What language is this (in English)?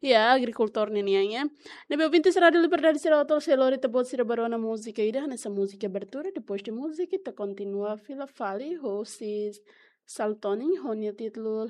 Tetum